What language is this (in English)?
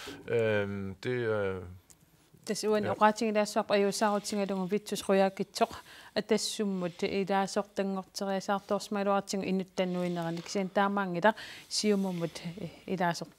Kalaallisut